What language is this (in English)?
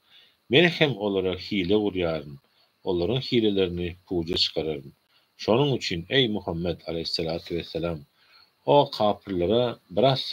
Turkmen